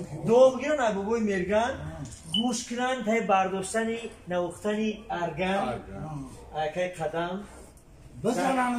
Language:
Tajik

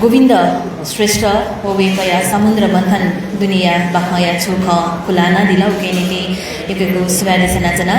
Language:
Newari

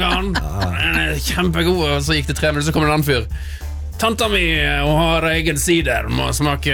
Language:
Norwegian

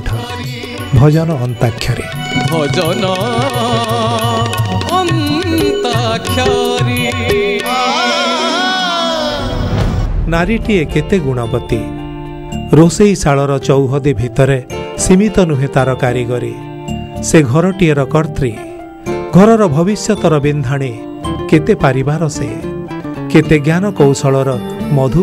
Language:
Odia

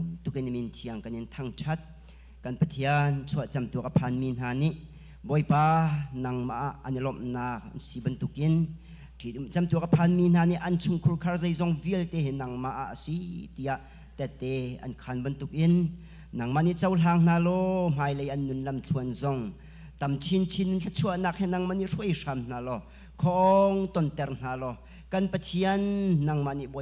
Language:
Hakha Chin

